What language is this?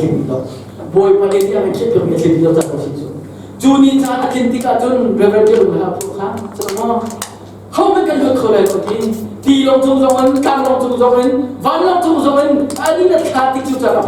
Hakha Chin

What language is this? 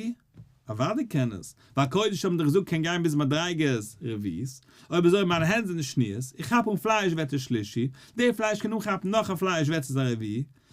Yiddish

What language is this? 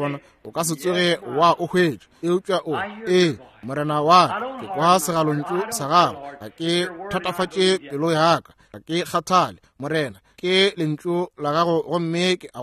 Northern Sotho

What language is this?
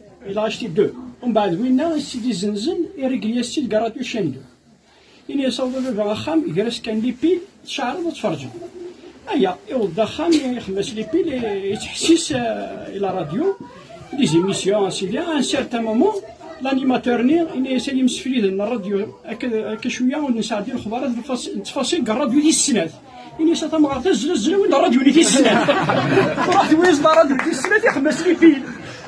Kabyle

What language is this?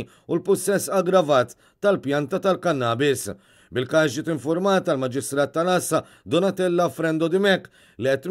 Maltese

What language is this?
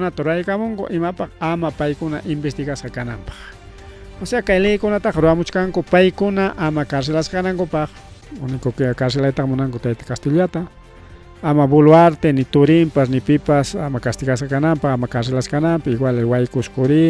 Ayacucho Quechua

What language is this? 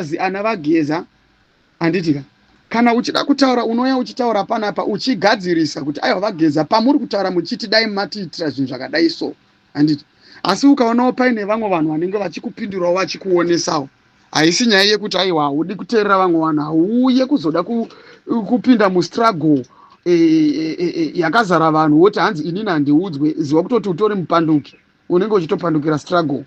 Shona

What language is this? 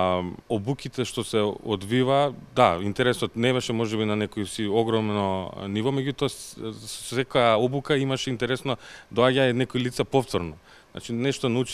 Macedonian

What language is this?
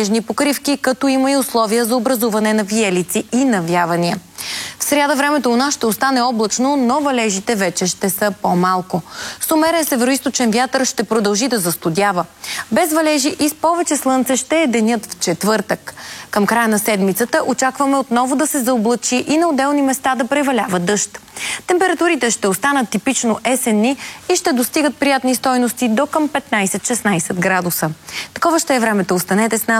Bulgarian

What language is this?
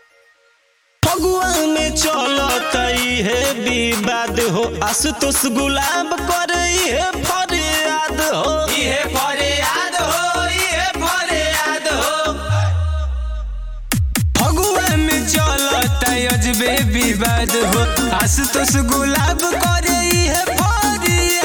Bhojpuri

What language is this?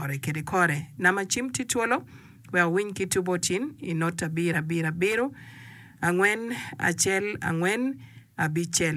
Acoli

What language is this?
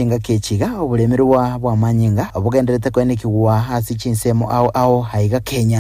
Gusii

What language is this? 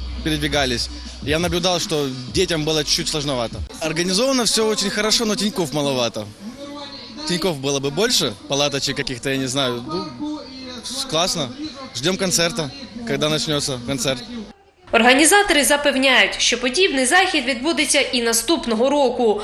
Ukrainian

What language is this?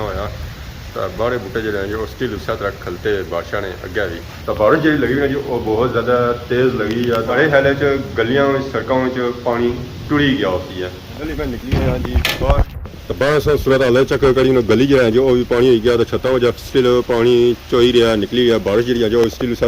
Pahari-Potwari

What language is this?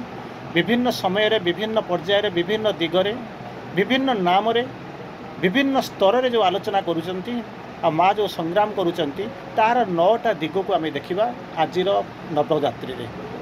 Odia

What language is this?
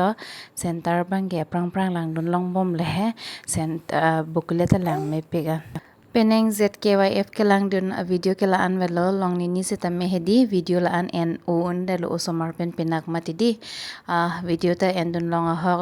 Karbi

